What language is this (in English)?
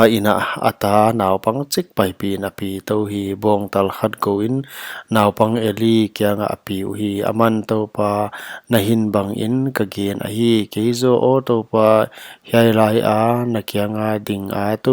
Paite Chin